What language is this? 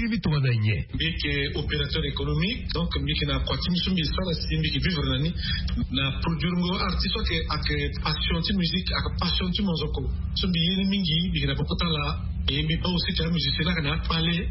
Sango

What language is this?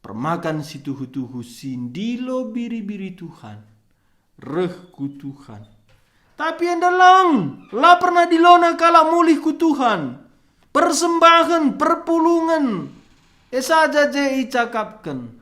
Batak Karo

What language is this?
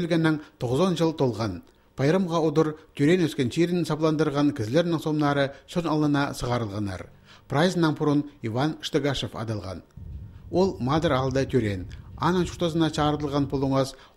Khakas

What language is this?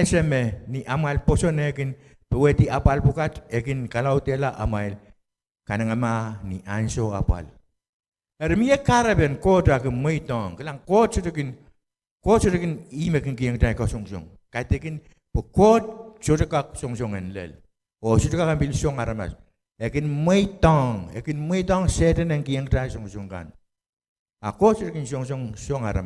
Pohnpeian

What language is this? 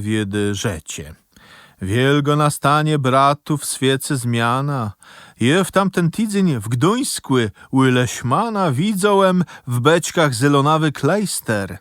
Kashubian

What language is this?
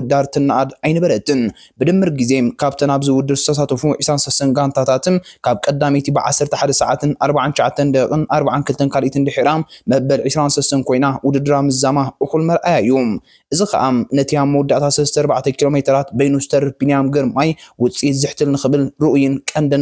Tigrinya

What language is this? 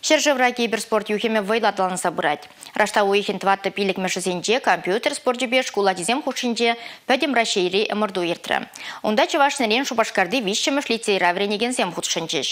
Chuvash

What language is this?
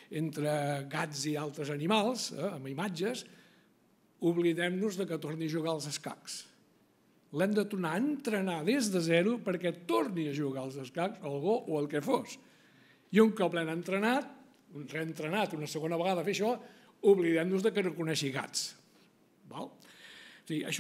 Catalan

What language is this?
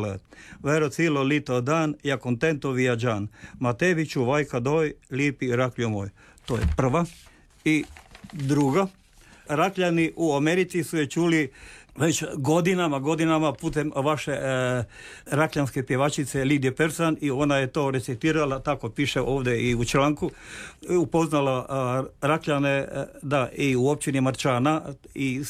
Croatian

